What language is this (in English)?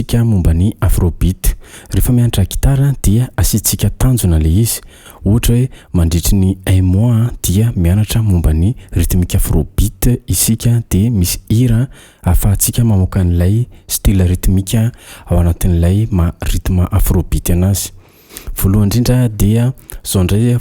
Malagasy